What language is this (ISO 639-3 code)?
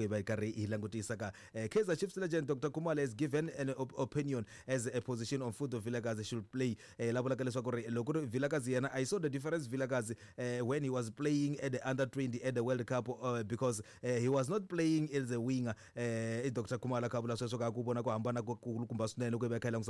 tso